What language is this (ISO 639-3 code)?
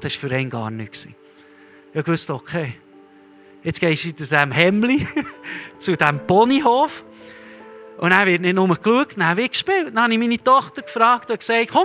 gsw